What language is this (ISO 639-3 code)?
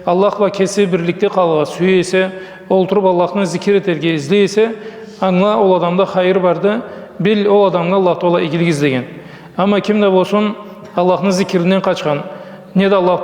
krc